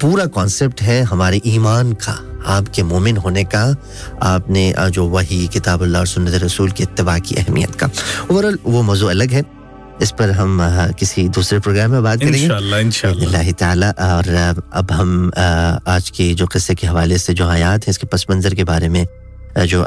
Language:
Urdu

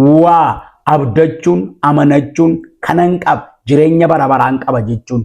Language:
Oromo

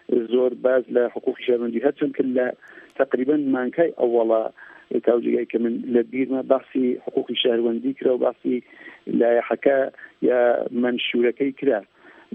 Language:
Central Kurdish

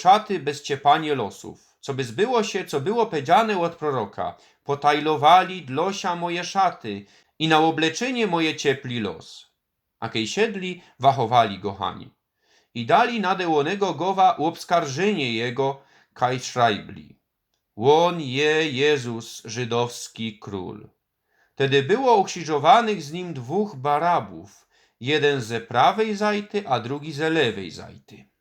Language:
Silesian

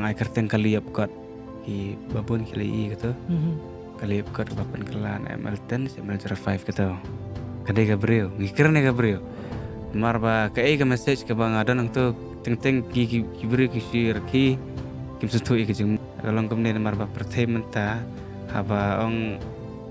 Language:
Khasi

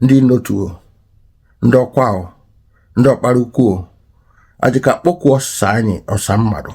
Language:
Igbo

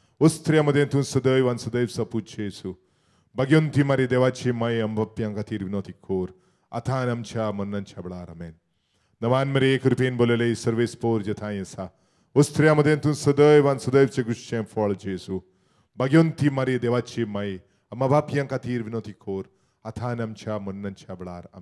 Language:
Konkani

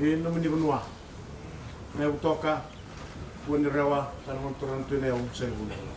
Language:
Fijian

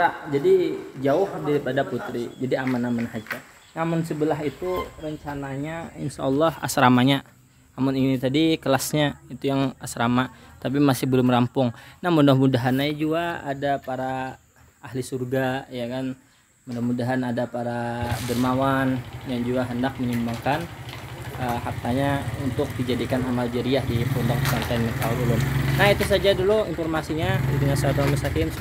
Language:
Banjar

